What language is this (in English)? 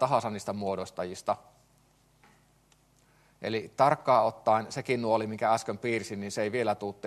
Finnish